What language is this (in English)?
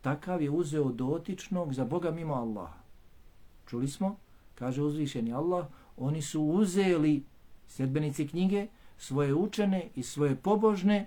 Bosnian